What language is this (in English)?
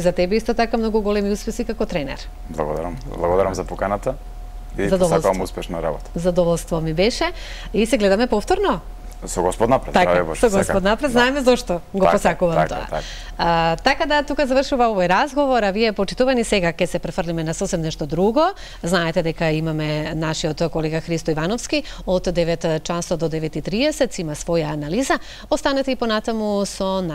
Macedonian